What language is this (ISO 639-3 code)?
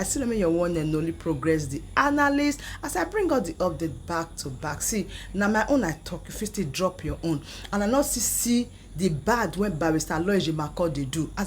pcm